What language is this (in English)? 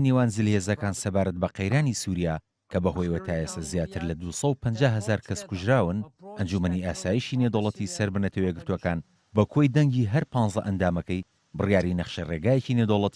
Central Kurdish